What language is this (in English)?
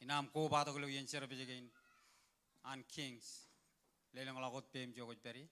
Marshallese